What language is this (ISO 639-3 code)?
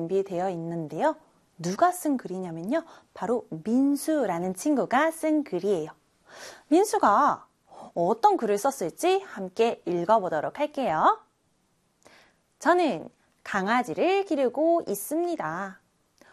kor